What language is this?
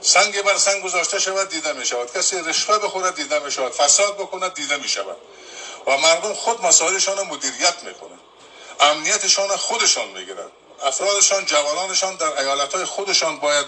Persian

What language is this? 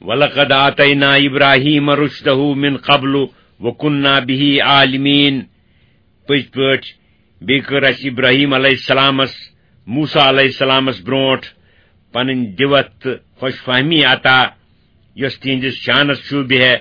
Kashmiri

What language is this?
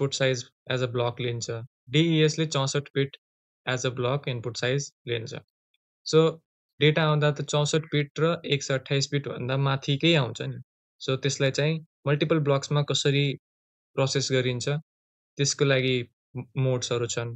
Nepali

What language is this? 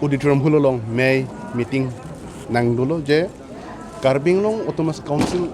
Karbi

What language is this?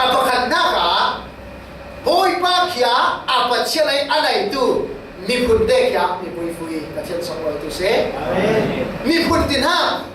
Falam Chin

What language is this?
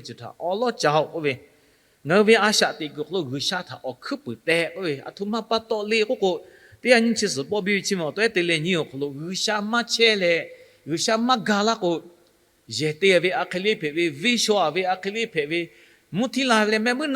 Lahu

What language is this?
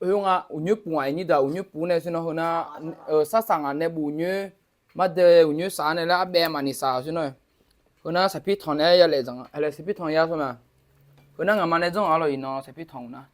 Akha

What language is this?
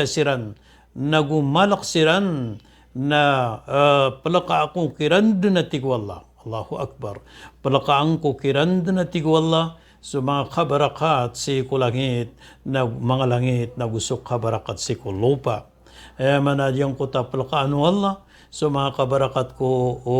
Maranao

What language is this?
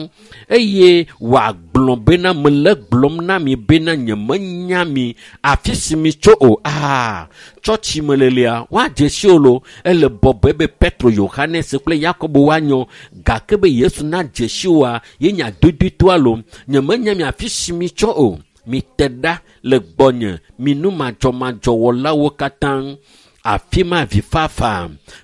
Ewe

